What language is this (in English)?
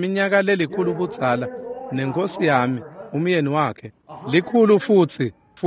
Swati